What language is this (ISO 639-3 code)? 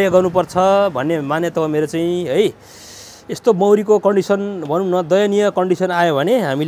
nep